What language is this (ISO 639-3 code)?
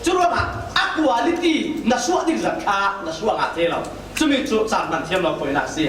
cfm